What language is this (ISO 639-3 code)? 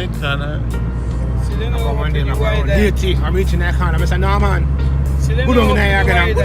jam